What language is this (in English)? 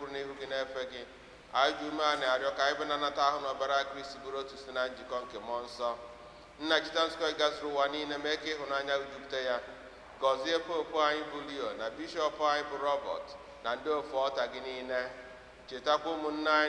Igbo